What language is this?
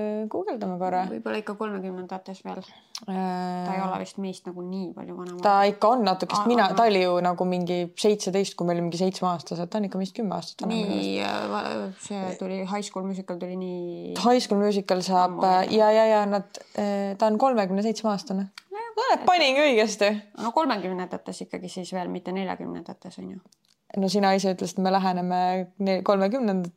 Estonian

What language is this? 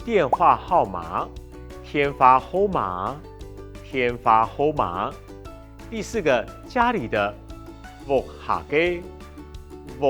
Hakka Chinese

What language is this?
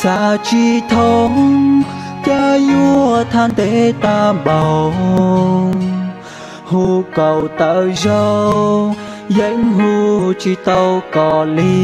Hmong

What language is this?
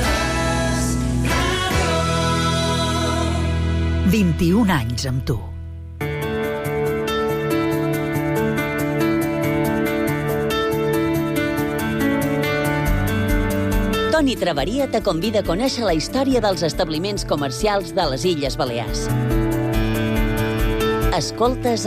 Catalan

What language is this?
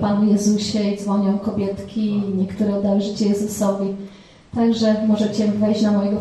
Polish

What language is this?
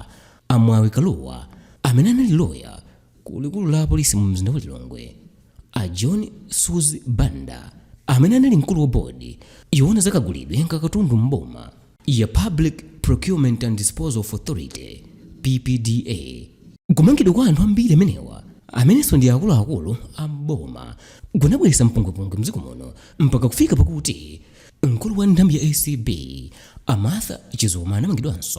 Nyanja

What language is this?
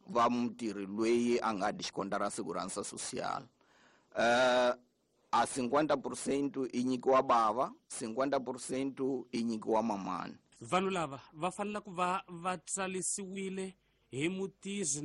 Tsonga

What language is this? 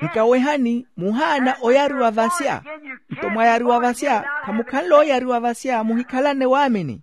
Makhuwa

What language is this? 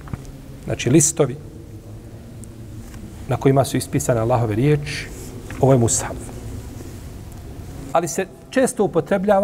Bosnian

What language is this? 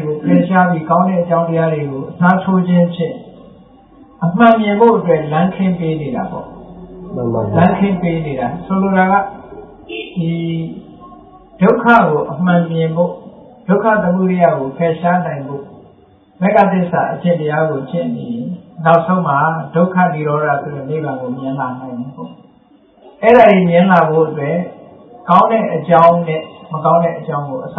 Burmese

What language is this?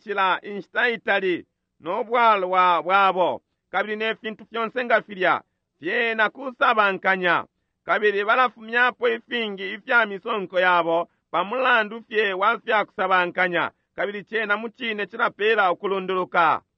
Bemba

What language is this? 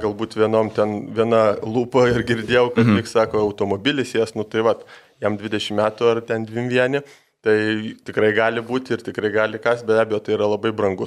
Lithuanian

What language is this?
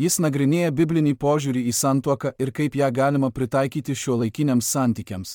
Lithuanian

